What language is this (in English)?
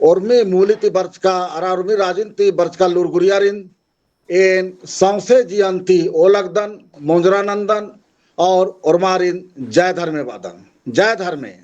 Kurukh